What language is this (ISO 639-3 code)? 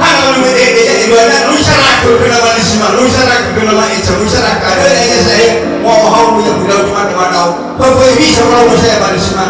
nia